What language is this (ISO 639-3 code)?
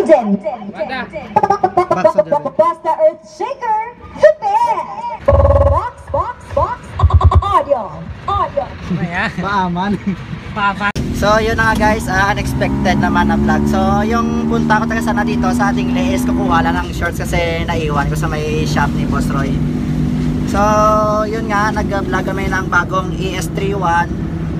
fil